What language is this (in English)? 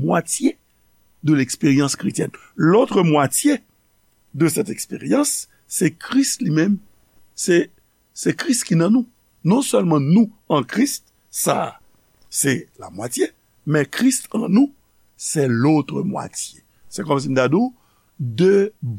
Haitian Creole